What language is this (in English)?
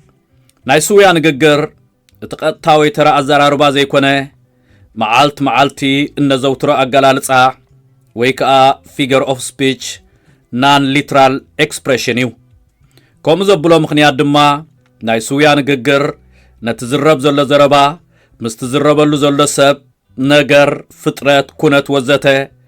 Tigrinya